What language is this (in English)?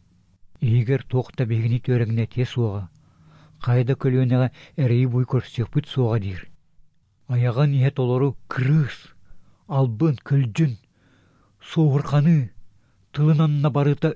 Yakut